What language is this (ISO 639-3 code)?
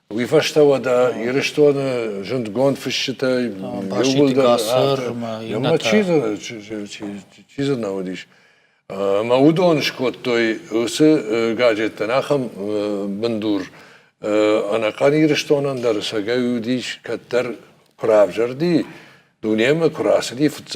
oss